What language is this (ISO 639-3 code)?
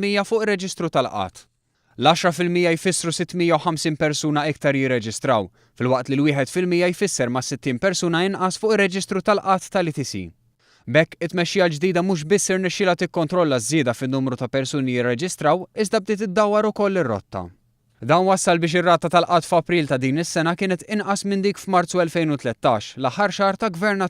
mlt